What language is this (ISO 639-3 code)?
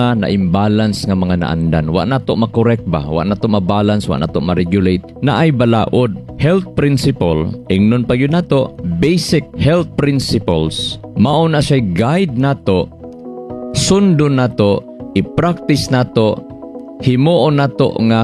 ceb